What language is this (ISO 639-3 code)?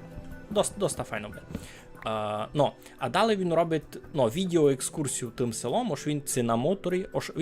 rue